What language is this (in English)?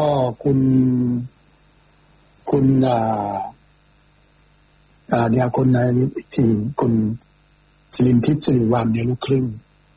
Thai